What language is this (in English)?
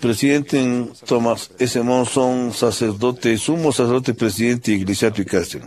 Quechua